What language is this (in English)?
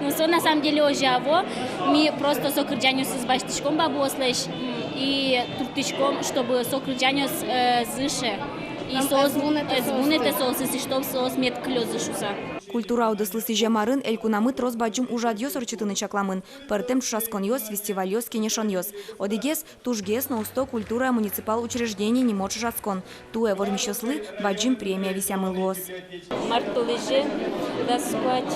Udmurt